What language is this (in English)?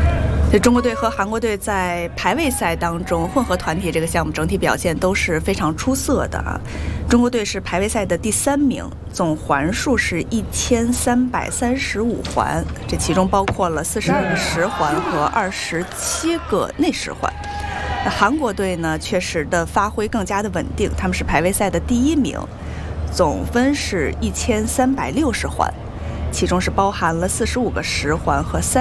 Chinese